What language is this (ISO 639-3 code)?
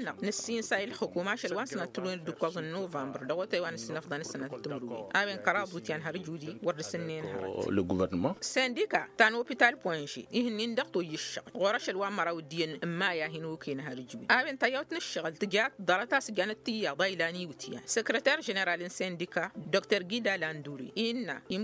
taq